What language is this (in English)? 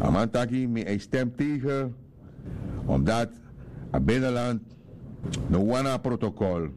Sranan Tongo